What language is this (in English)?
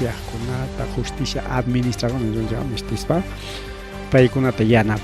Ayacucho Quechua